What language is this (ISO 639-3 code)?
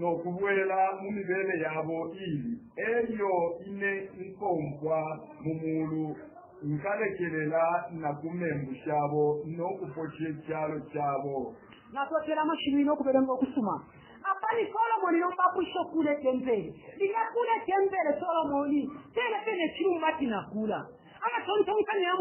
bem